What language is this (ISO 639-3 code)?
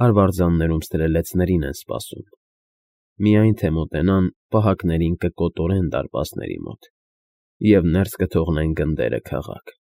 hye